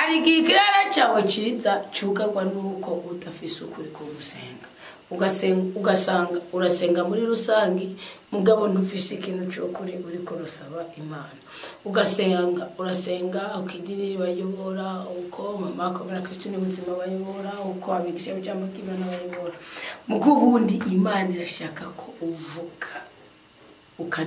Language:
Rundi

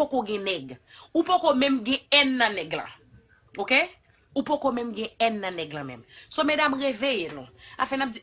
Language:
Haitian Creole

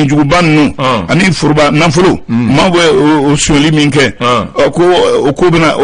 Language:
Bambara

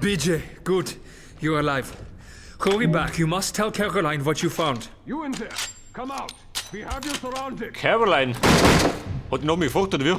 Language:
Bavarian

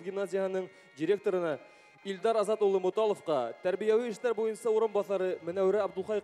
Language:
Bashkir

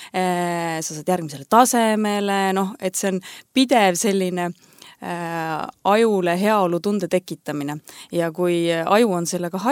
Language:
Estonian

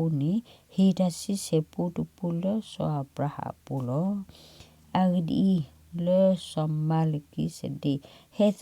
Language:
S'gaw Karen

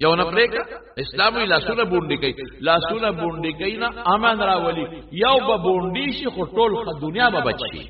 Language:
Pashto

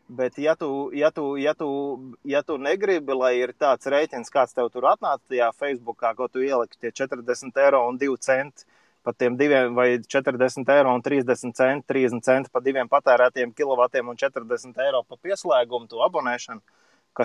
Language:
Latvian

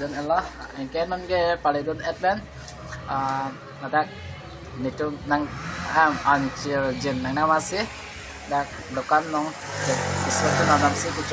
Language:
Karbi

